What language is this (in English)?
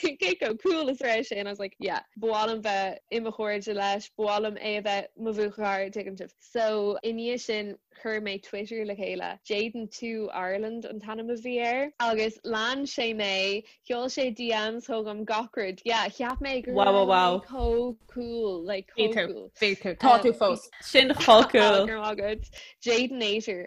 Irish